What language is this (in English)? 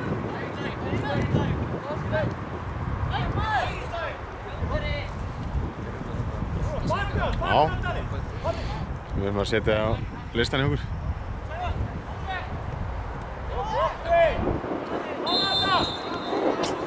Icelandic